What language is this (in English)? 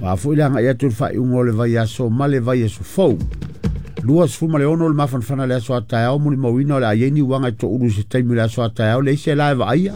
Samoan